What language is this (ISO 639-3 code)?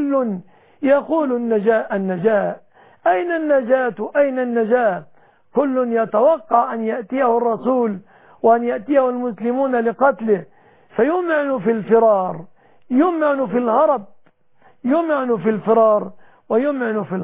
ara